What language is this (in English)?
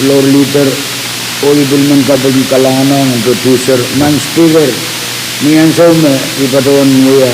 Pohnpeian